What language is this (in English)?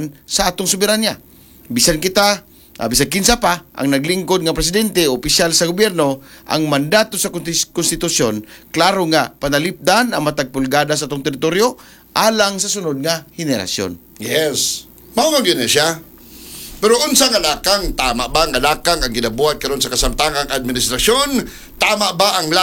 Cebuano